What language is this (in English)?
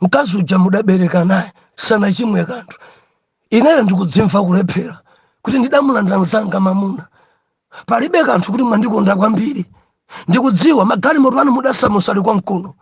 Nyanja